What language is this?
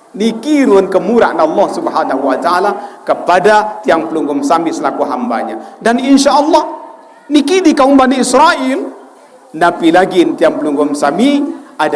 Sasak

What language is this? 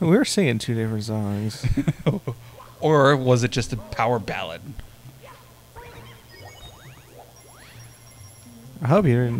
English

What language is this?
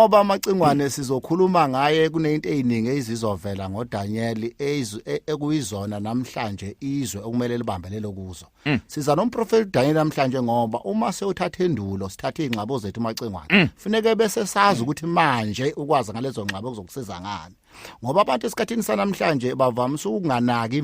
Zulu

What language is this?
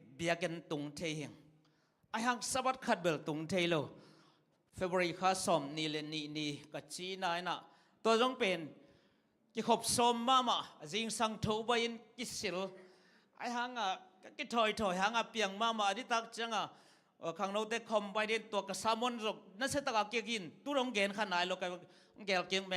Tedim Chin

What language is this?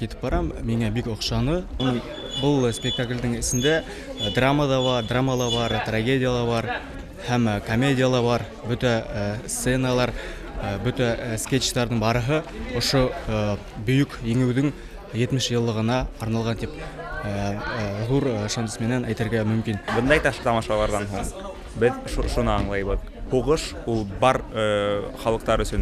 Bashkir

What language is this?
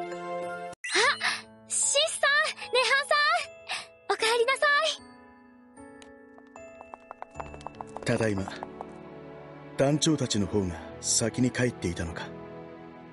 Japanese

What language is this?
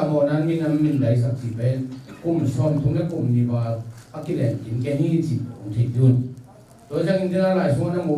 Tedim Chin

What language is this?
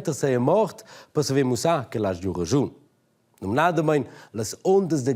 Romansh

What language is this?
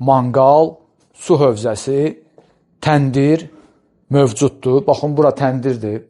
Azerbaijani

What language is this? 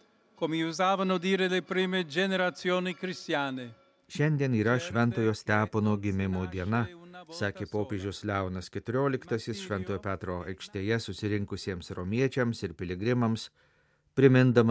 Lithuanian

